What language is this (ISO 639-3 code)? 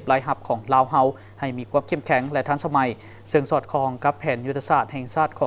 lao